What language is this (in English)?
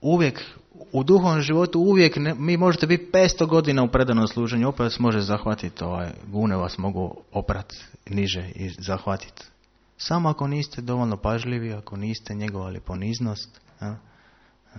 Croatian